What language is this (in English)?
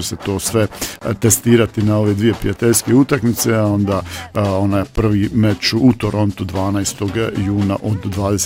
Bosnian